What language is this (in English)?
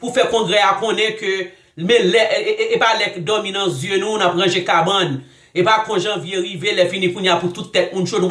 Haitian Creole